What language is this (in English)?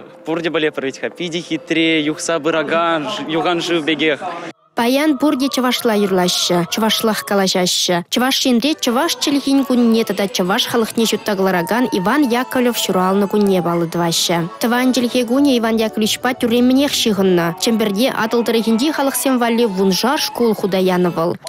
Chuvash